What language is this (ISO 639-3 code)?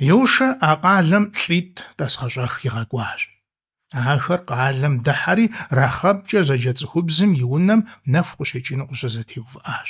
kbd